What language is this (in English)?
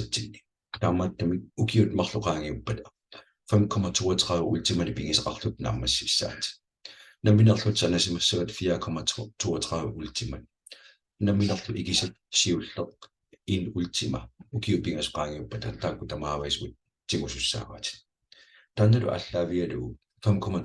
Kalaallisut